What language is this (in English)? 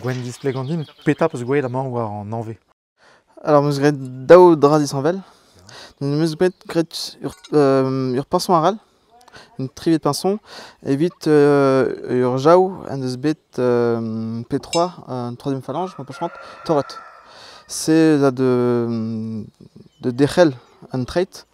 Breton